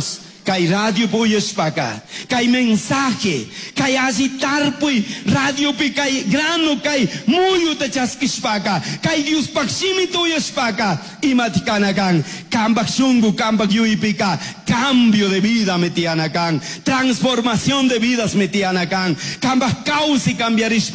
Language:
Chimborazo Highland Quichua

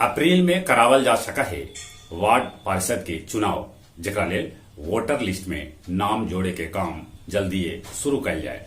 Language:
Magahi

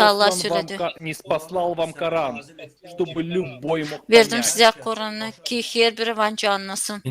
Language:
Gagauz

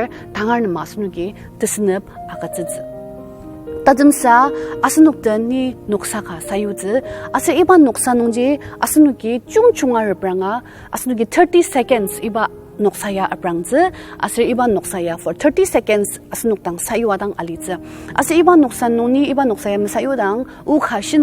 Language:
Ao Naga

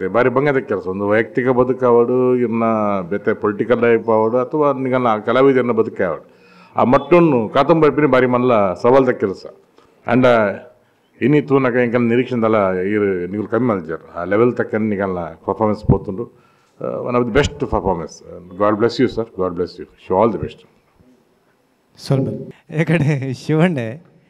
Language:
Tulu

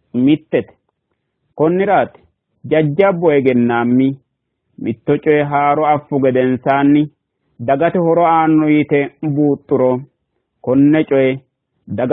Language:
Sidamo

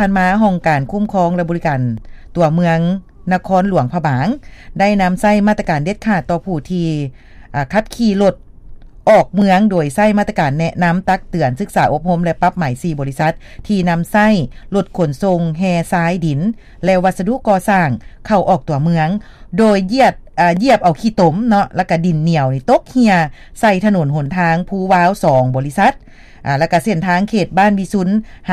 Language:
Lao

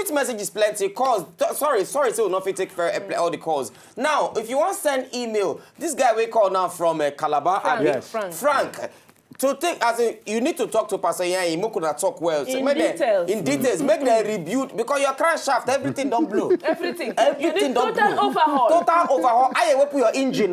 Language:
Nigerian Pidgin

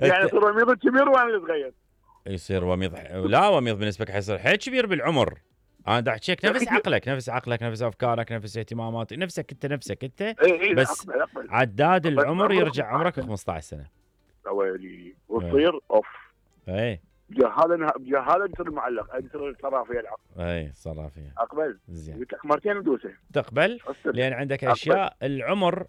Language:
Mesopotamian Arabic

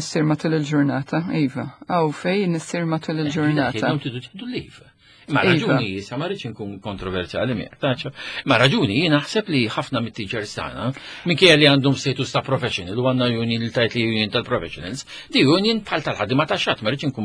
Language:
Maltese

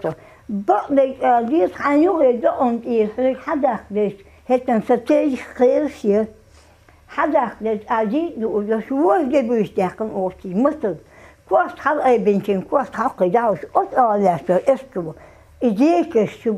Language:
Chechen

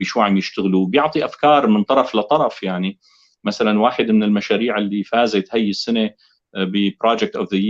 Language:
North Levantine Arabic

